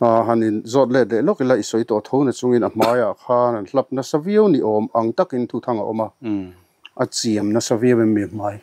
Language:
Mizo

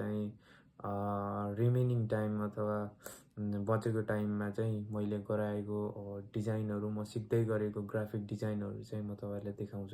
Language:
Nepali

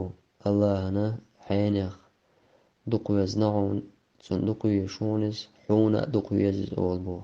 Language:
Chechen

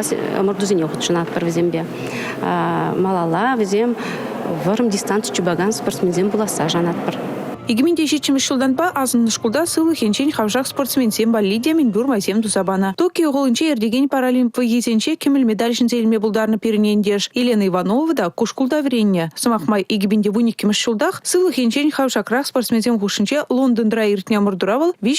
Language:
Chuvash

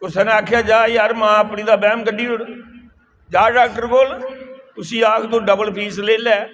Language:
Dogri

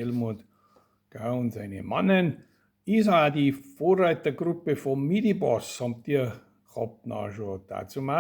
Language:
Bavarian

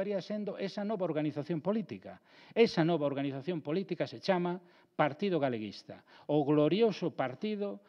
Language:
Galician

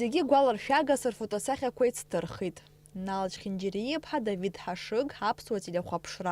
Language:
Abkhazian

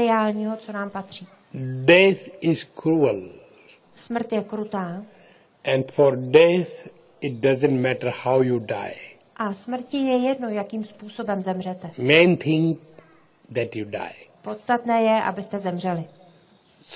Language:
Czech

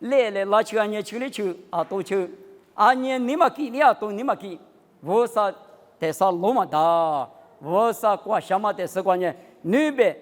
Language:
Lisu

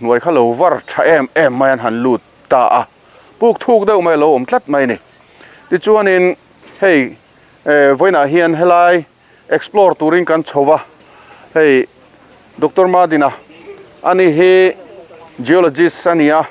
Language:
Mizo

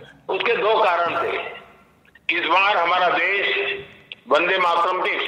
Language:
Hindi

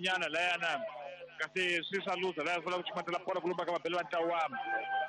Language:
Tsonga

